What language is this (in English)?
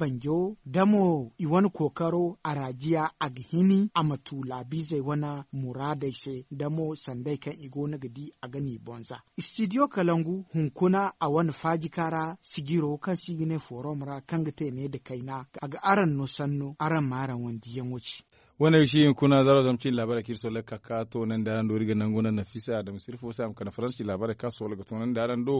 Zarma